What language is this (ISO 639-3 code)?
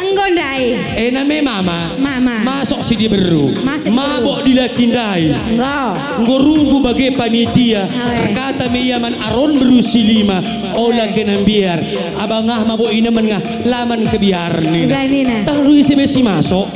btx